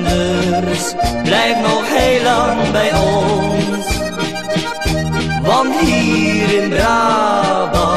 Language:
Dutch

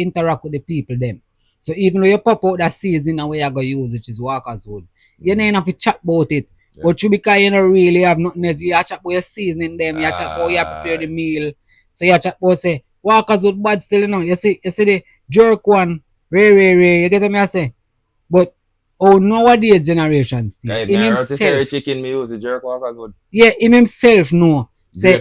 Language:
Jamaican Creole English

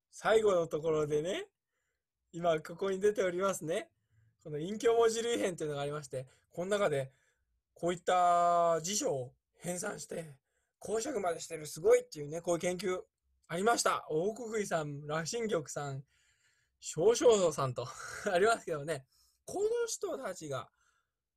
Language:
Japanese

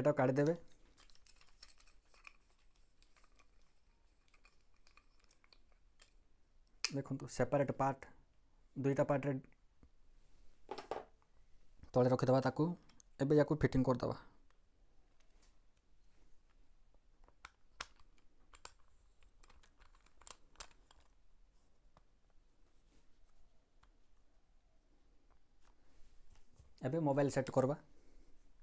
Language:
Odia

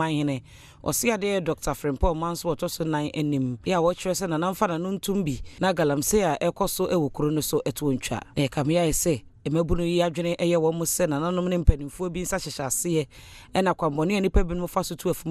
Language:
Akan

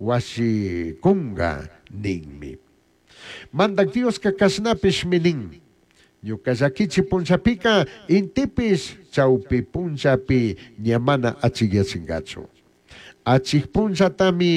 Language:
Chimborazo Highland Quichua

